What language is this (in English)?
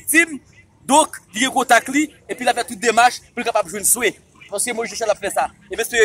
Haitian Creole